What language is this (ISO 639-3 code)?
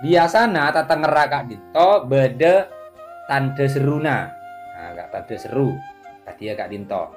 mad